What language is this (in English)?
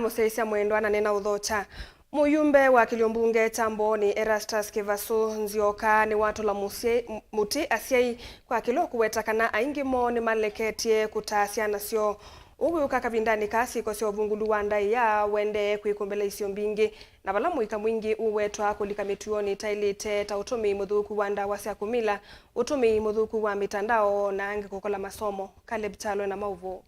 Kamba